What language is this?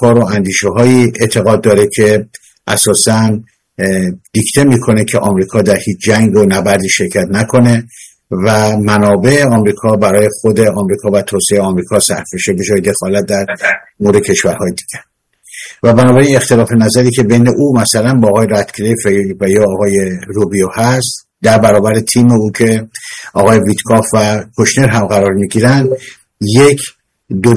Persian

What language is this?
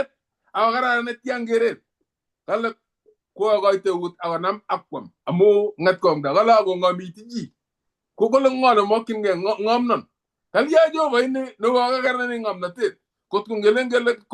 Kalenjin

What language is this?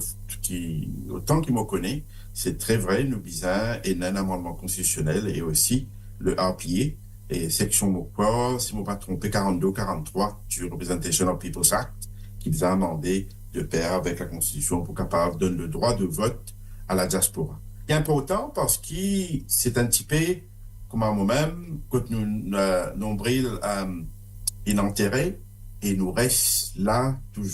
Morisyen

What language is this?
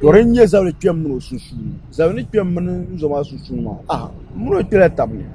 Dagbani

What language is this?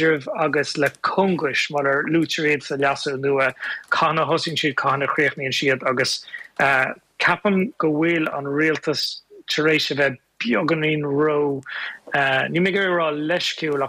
Irish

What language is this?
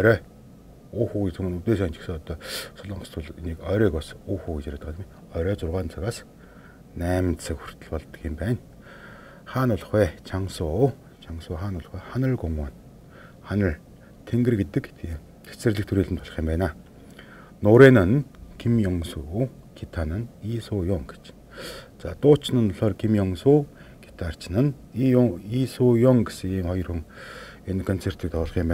Mongolian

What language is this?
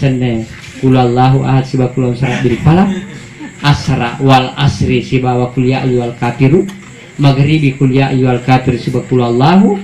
Buginese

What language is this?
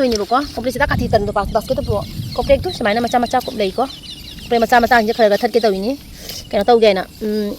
Manipuri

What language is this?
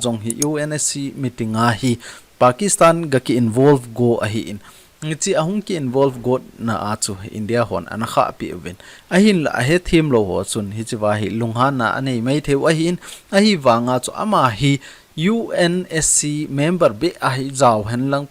Thado Chin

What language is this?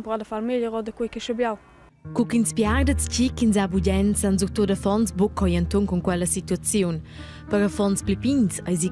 Romansh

